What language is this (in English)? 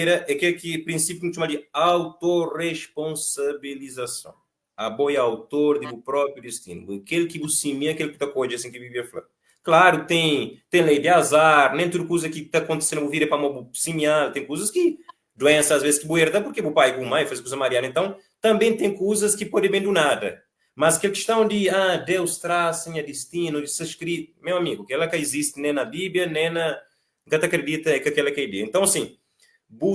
Kabuverdianu